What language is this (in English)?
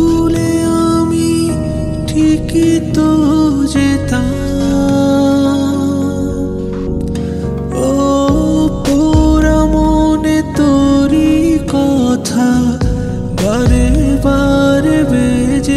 Bangla